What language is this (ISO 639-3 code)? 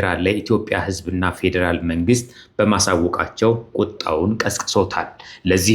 amh